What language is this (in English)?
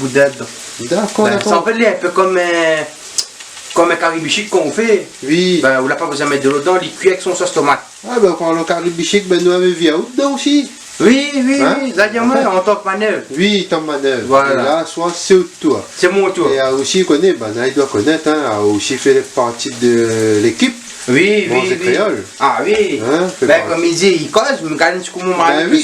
Réunion Creole French